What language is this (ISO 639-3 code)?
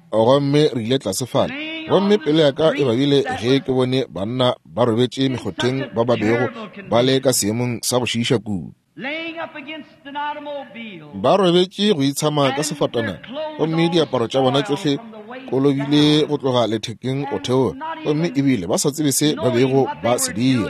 nso